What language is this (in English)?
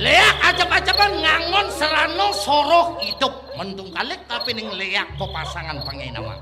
Balinese